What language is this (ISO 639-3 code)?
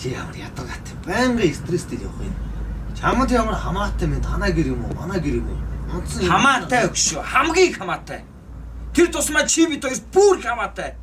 mon